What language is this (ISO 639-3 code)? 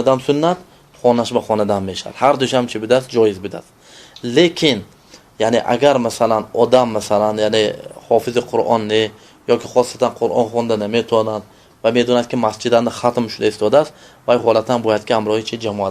tgk